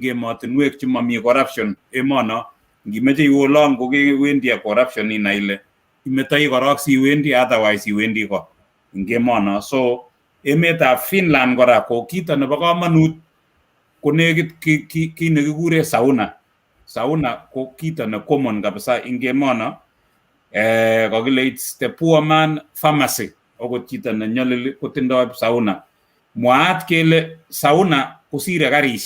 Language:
Kalenjin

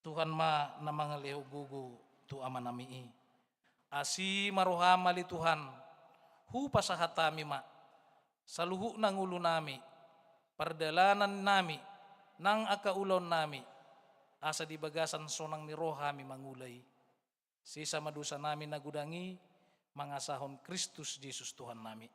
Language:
Batak Toba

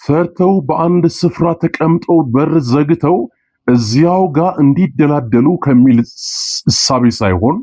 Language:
Amharic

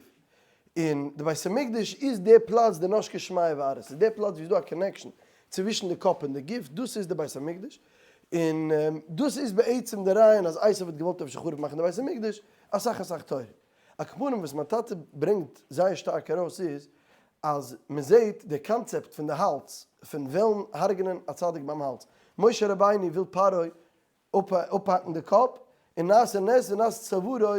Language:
Yiddish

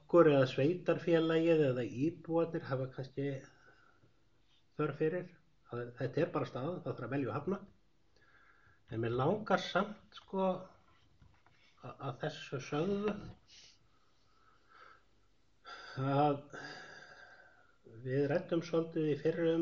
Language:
Icelandic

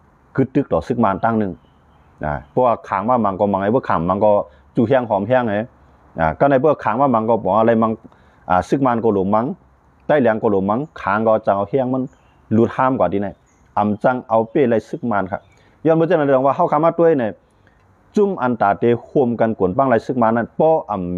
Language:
Shan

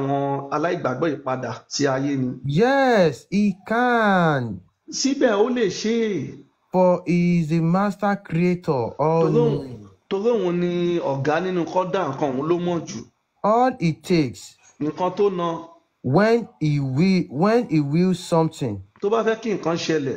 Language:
Yoruba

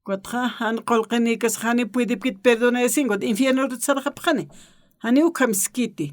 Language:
Aymara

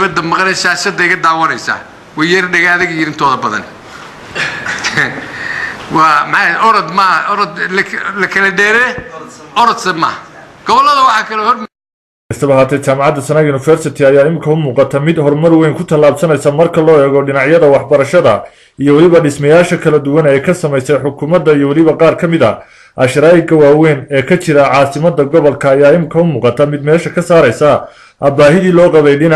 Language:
Somali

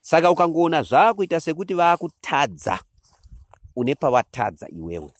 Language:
Shona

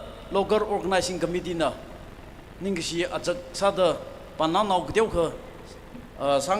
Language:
Tangkhul Naga (India)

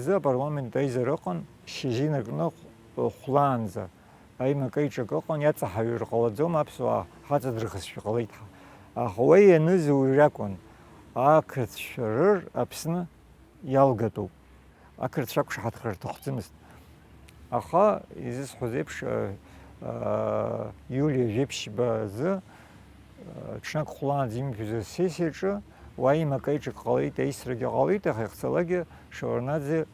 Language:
Abkhazian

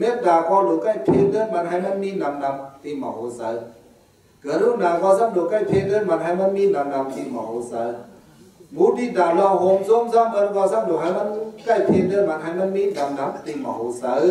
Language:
Shan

